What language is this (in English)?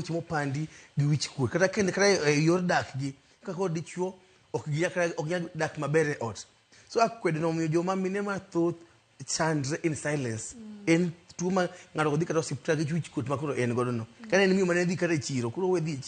Luo (Kenya and Tanzania)